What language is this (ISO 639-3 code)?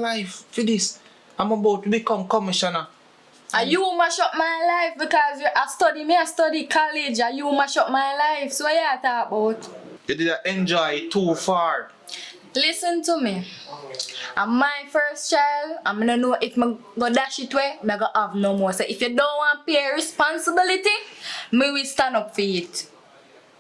jam